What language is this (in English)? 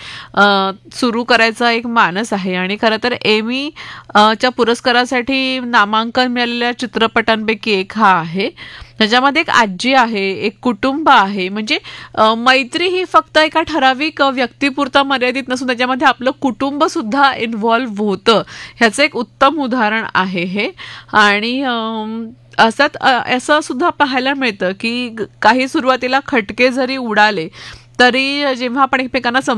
Marathi